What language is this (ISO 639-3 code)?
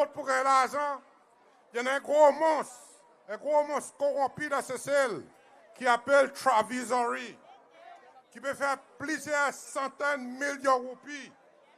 crs